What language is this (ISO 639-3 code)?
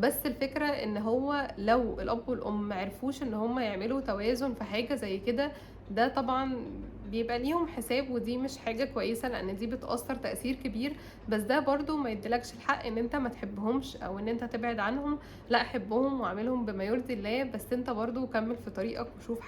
arz